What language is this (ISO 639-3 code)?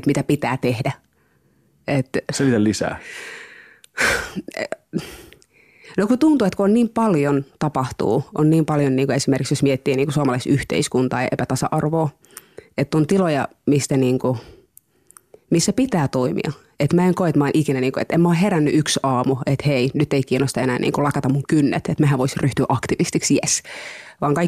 fin